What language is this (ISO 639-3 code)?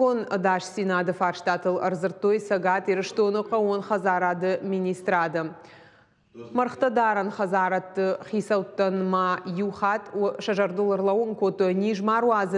oss